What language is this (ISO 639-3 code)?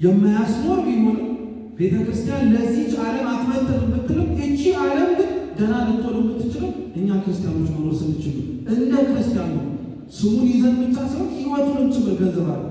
amh